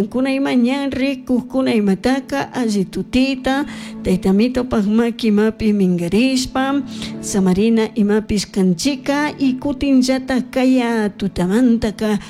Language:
Chimborazo Highland Quichua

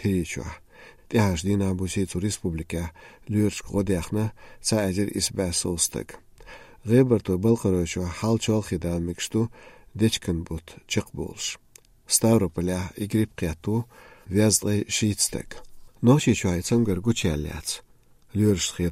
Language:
Chechen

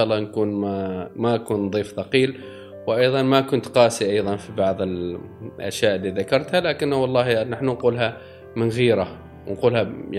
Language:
Gulf Arabic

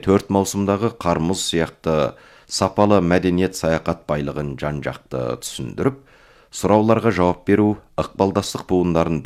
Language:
Kazakh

